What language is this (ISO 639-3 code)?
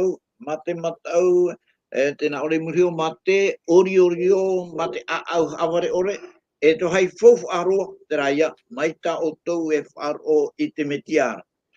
tah